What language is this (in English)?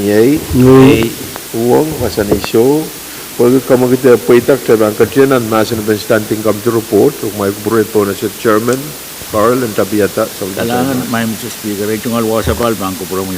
Pohnpeian